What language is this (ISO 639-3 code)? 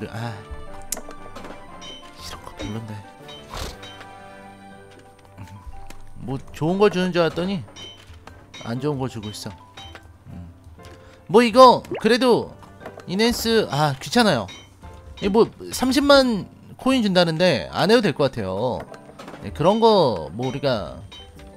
kor